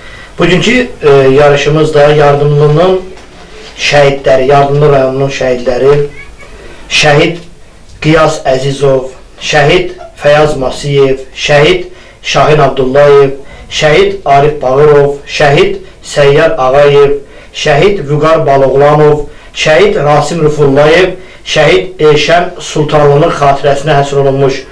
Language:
Azerbaijani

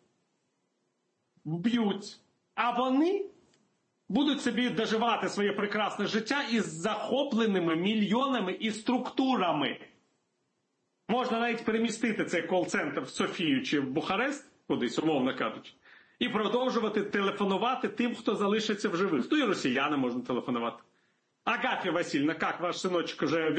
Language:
Ukrainian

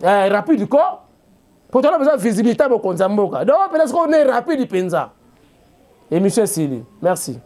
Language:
Lingala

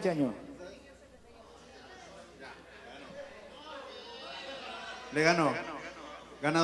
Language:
Spanish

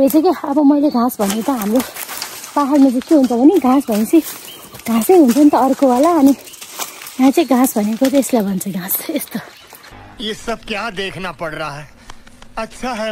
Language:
Nepali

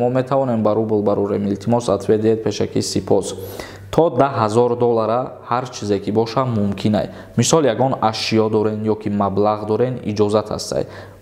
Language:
Tajik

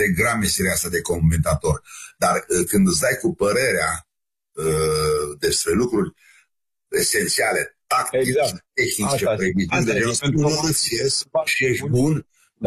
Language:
Romanian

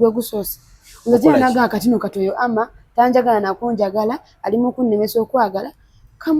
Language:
Ganda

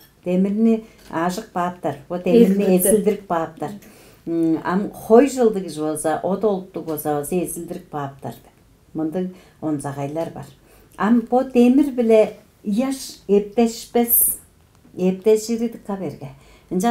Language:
Tuvinian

